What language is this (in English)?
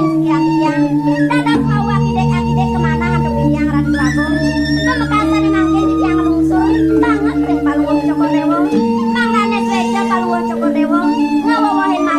Balinese